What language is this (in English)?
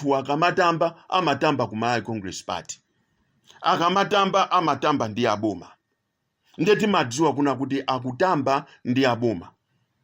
Nyanja